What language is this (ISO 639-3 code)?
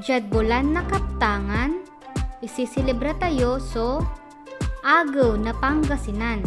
pag